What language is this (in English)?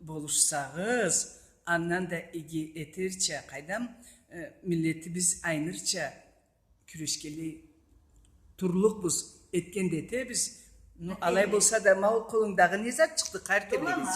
Karachay-Balkar